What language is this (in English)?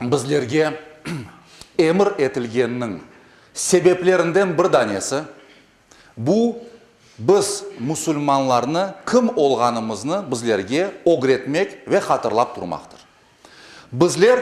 Crimean Tatar